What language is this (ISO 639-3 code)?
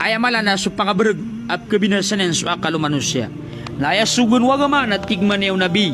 mrw